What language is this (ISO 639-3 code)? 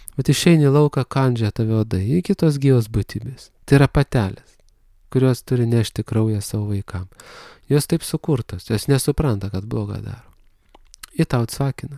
lit